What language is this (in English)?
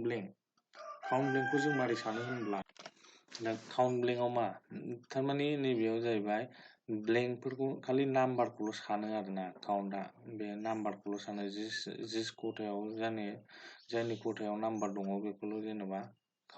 Bodo